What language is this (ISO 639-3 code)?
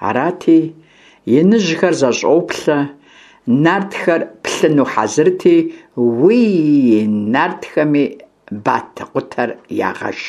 kbd